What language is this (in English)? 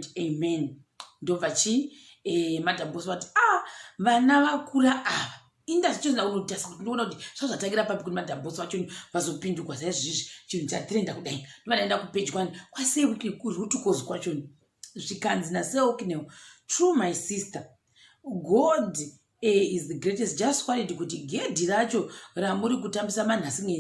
Shona